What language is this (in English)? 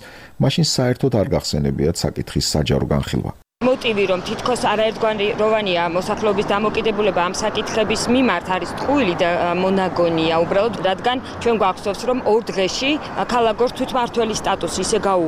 Georgian